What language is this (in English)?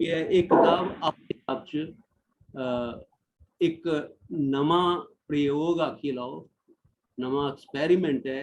Dogri